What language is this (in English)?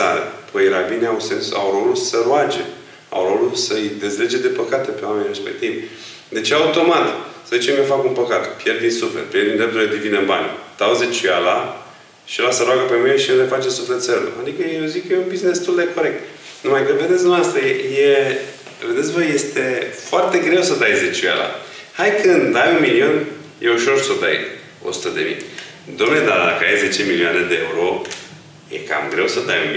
Romanian